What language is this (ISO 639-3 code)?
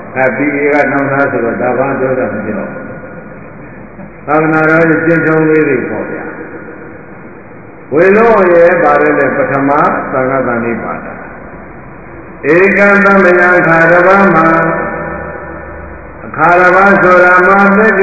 mya